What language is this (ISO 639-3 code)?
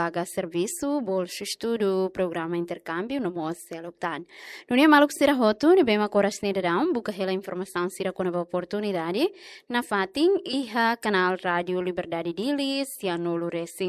tet